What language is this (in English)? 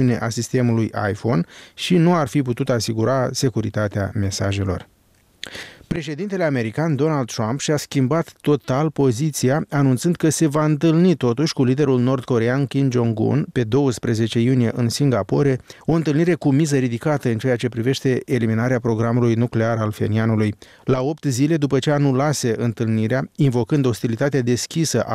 Romanian